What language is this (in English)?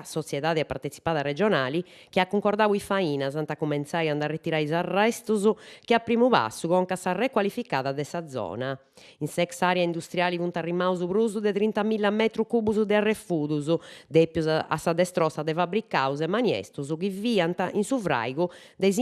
Sardinian